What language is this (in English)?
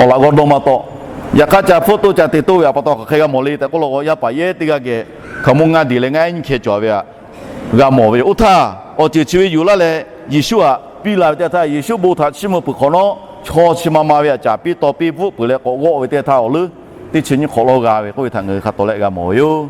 Lahu